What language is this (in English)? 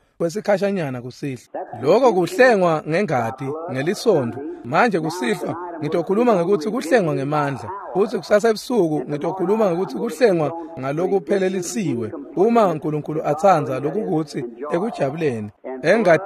Swati